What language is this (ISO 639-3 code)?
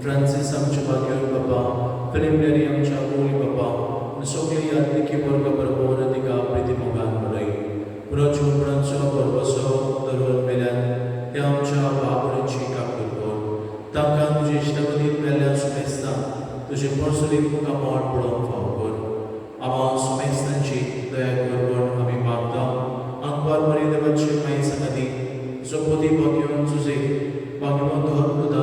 kok